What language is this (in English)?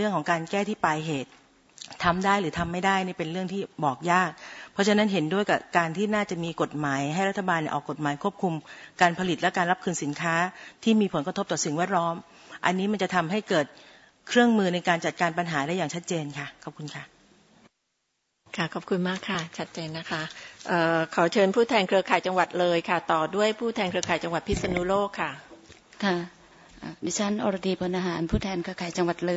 Thai